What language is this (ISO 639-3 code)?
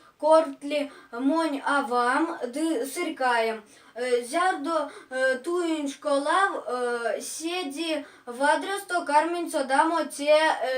myv